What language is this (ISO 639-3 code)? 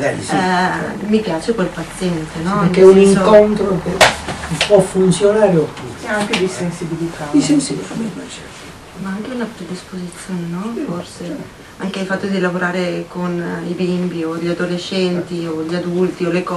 ita